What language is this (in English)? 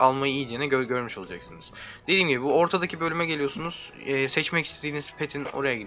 Turkish